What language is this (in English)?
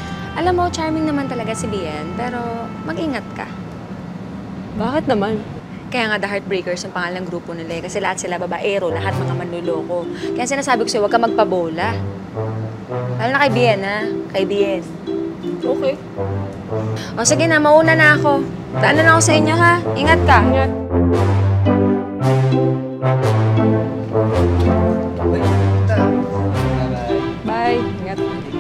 Filipino